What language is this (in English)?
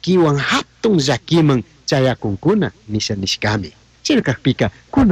Chimborazo Highland Quichua